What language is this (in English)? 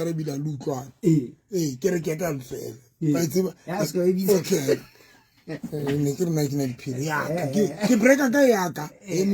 Southern Sotho